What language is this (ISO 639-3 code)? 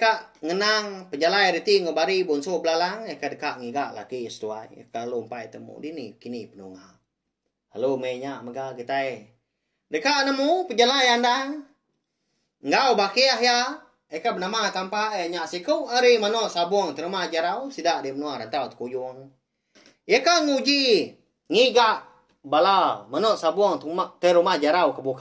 iba